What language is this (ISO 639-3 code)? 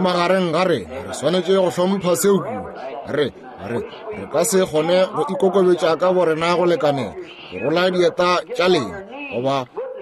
nso